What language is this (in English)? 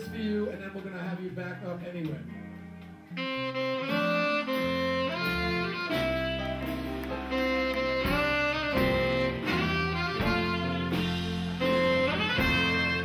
English